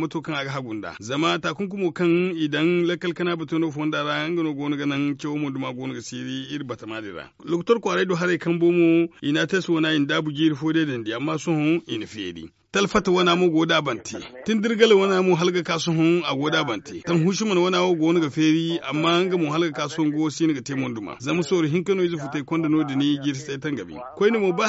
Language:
Zarma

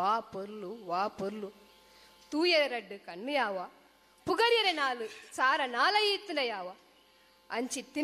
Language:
Tulu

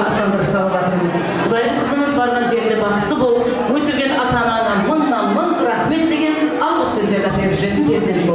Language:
Kara-Kalpak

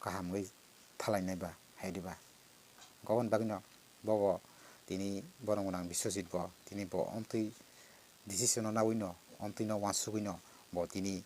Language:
Kok Borok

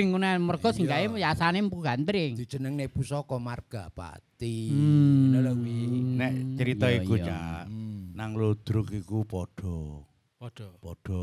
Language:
Javanese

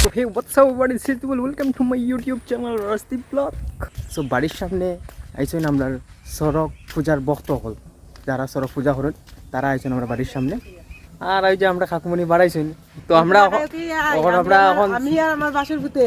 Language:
Sylheti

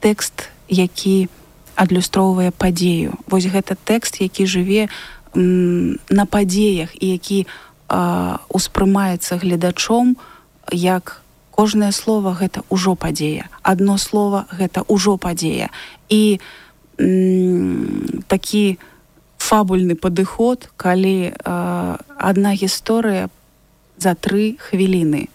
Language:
Belarusian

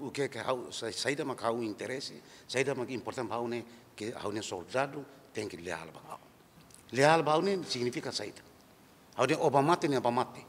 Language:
Tetum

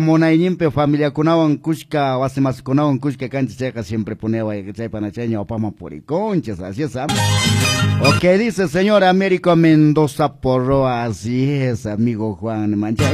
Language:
Quechua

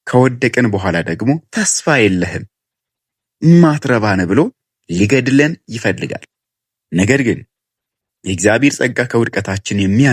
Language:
Amharic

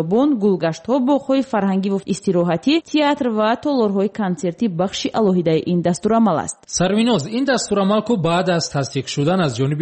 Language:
Tajik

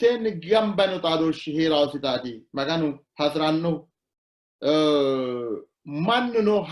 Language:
Sidamo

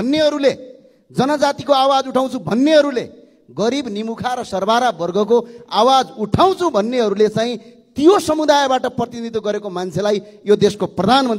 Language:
Nepali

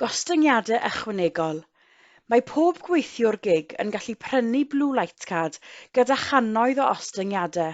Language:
Welsh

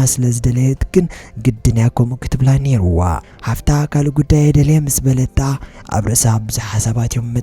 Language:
Tigrinya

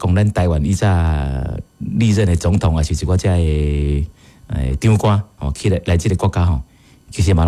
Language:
Min Nan Chinese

